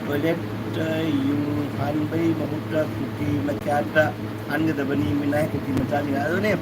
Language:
Manipuri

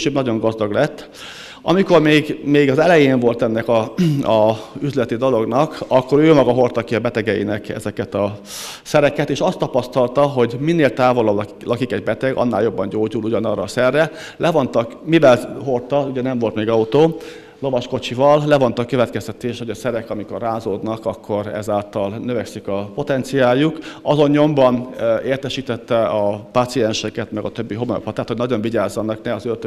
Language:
Hungarian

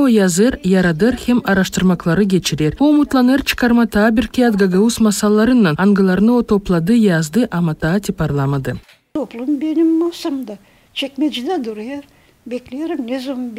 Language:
Gagauz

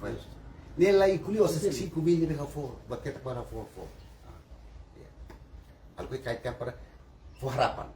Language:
Tetum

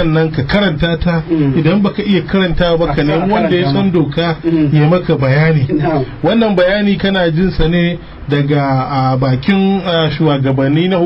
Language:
Hausa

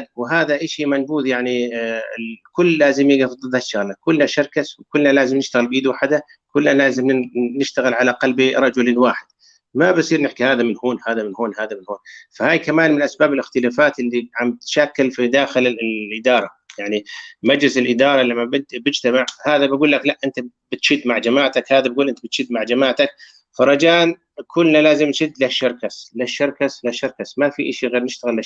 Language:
North Levantine Arabic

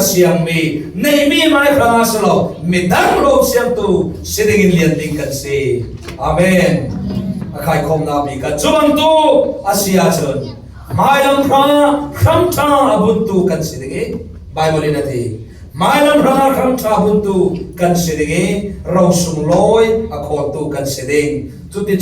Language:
Falam Chin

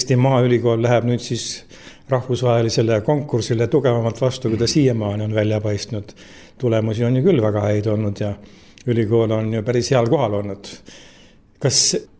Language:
Estonian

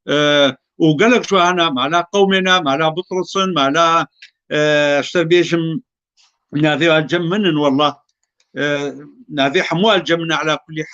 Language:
Kurdish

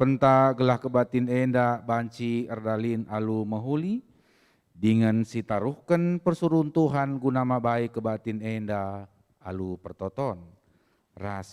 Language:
Batak Karo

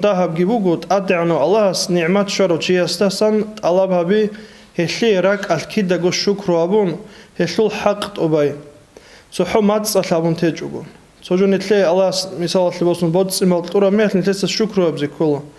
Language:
Avaric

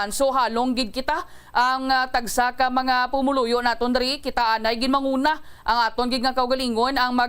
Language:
Hiligaynon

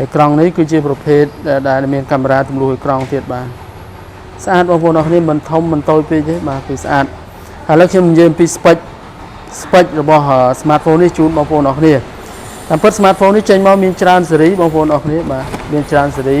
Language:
Khmer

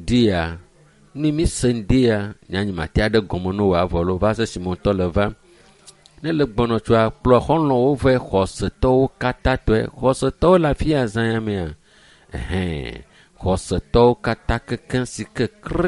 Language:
Ewe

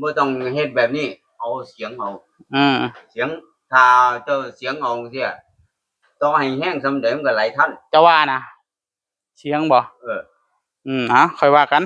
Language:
Northeastern Thai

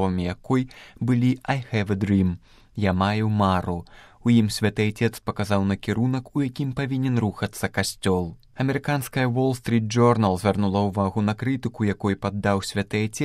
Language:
Belarusian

